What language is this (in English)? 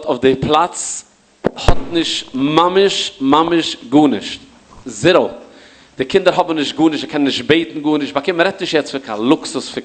Yiddish